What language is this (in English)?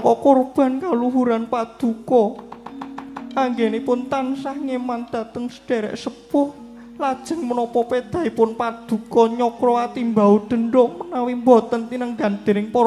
Javanese